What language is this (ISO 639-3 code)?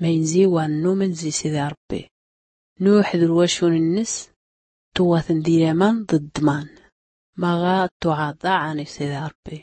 shi